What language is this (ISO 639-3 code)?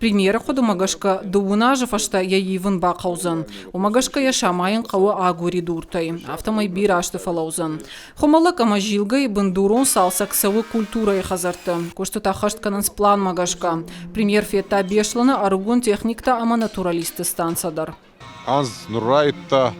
oss